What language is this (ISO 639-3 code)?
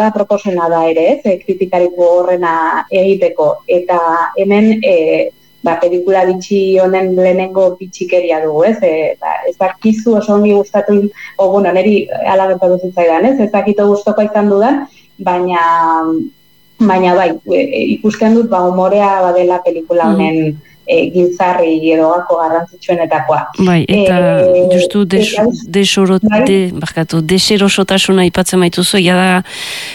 eus